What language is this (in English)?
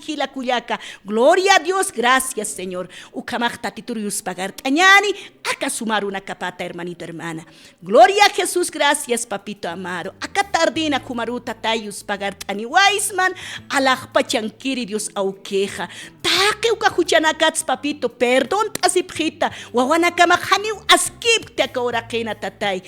Aymara